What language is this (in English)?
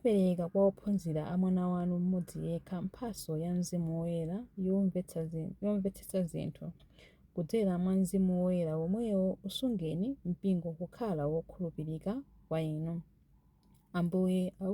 Nyanja